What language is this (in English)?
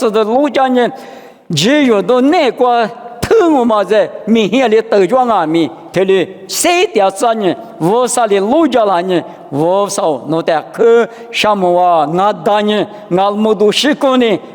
Lisu